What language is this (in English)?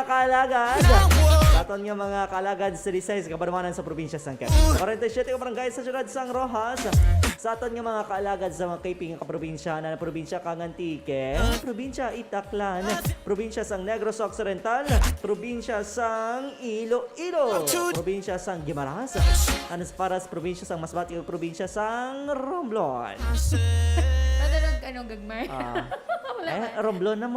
Hiligaynon